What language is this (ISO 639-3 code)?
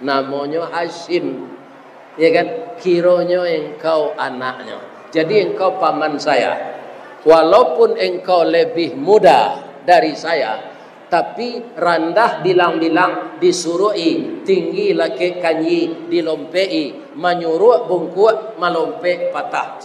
min